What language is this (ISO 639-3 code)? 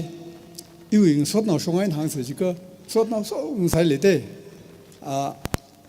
nmf